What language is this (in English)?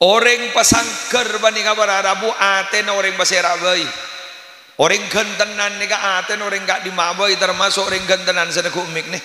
Madurese